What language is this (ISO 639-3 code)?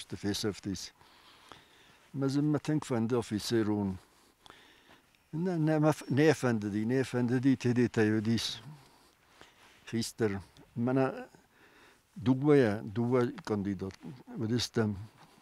oss